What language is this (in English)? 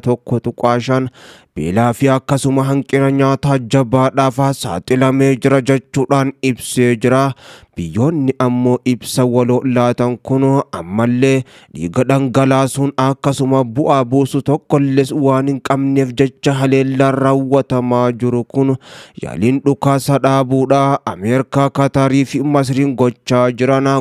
Oromo